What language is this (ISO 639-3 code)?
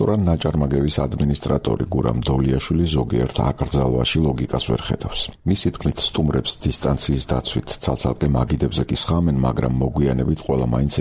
kat